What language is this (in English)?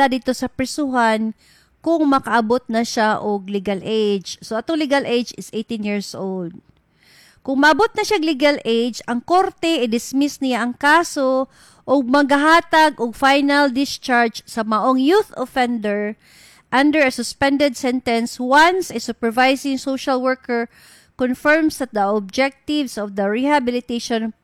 Cebuano